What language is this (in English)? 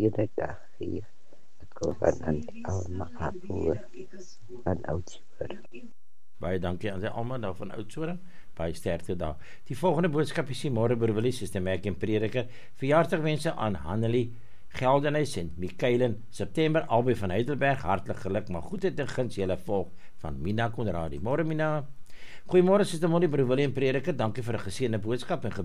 Afrikaans